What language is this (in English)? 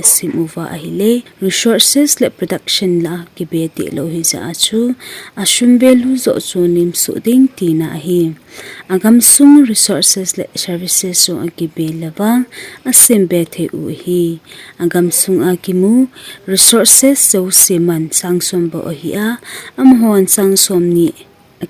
Thado Chin